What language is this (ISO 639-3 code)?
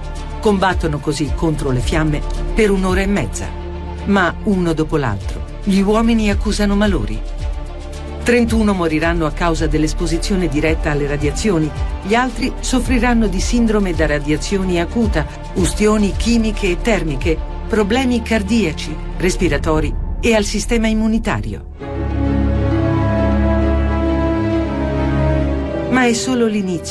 ita